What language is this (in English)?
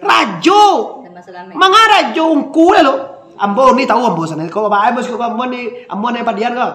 Minangkabau